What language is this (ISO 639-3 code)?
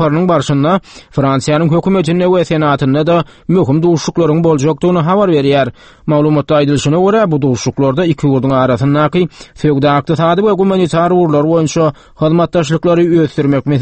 tuk